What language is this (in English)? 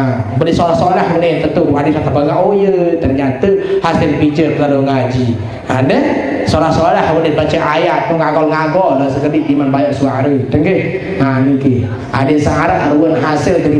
Sasak